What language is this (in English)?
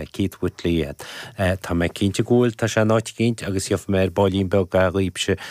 Irish